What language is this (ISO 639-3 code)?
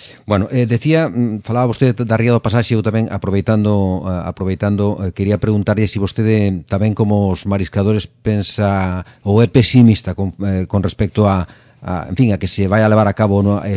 glg